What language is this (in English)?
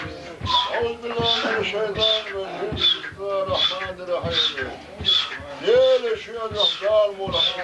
Chechen